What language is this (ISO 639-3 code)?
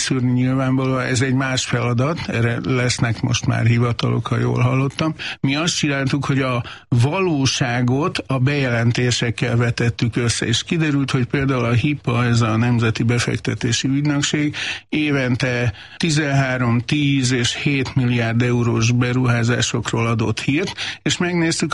hun